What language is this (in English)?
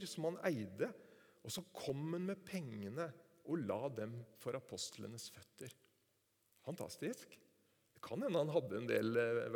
Norwegian